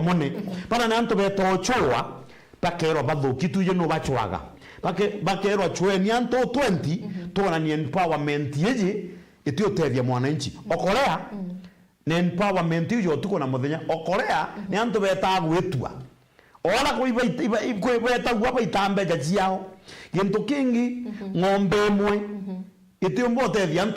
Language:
Meru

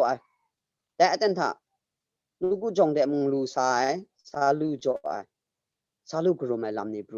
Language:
Kachin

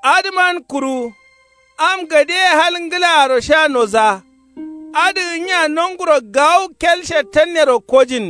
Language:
Kanuri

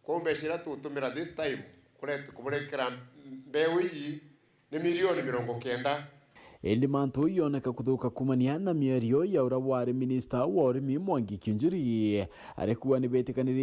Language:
Meru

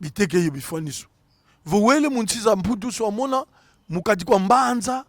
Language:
Kongo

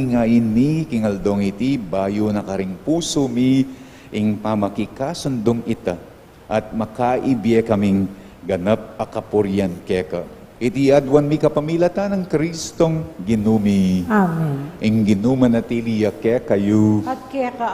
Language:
Pampanga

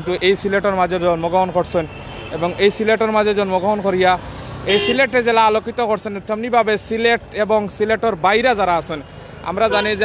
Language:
Sylheti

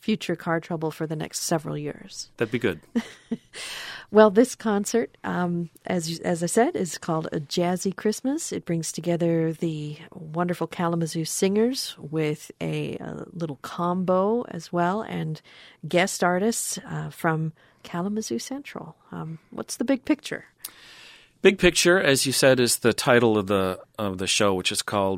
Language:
English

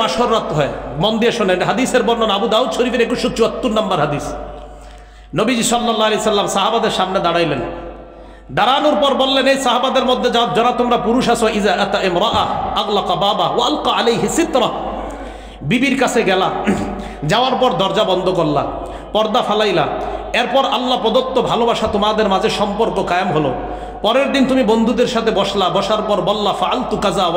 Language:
Bangla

